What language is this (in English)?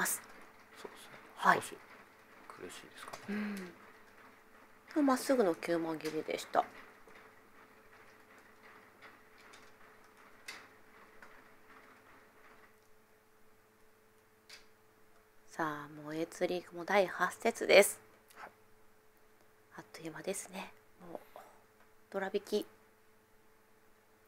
Japanese